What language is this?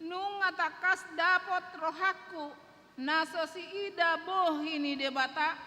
Batak Toba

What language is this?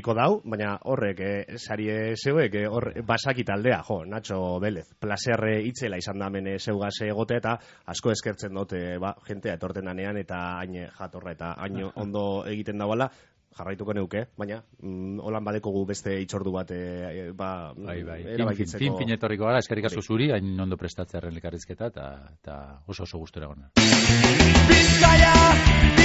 Basque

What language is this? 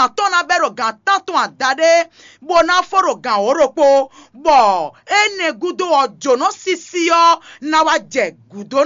Fon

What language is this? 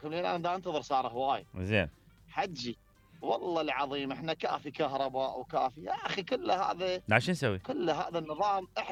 Mesopotamian Arabic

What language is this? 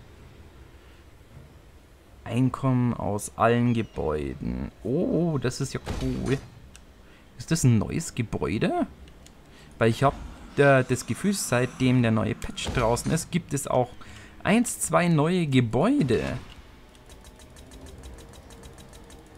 German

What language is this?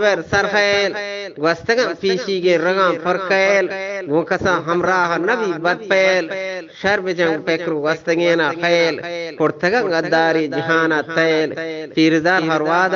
Eastern Balochi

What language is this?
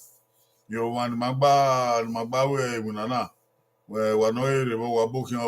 Bini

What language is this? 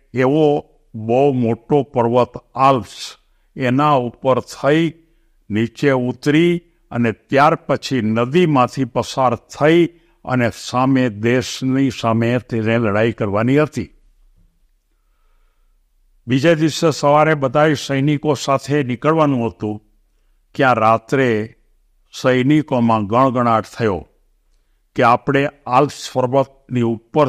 Gujarati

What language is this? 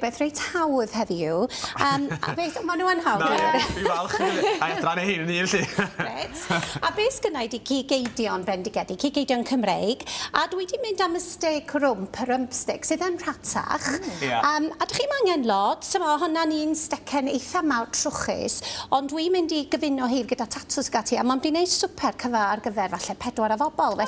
Welsh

